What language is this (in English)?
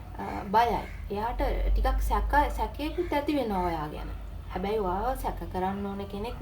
Sinhala